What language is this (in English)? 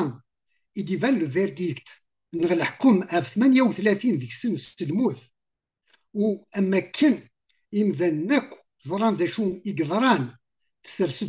Kabyle